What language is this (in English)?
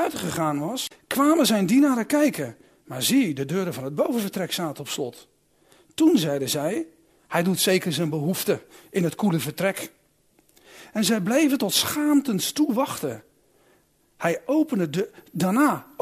Dutch